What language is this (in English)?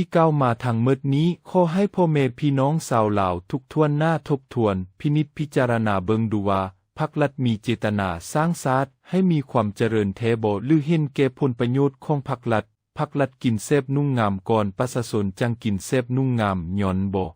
Lao